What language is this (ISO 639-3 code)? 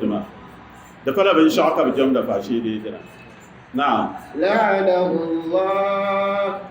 dag